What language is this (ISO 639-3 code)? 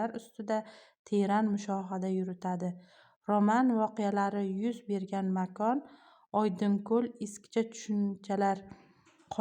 uzb